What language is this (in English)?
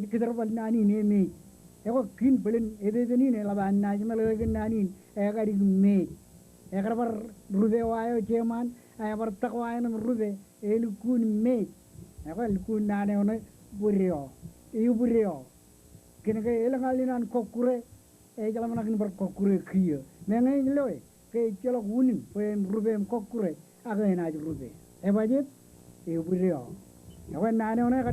Marshallese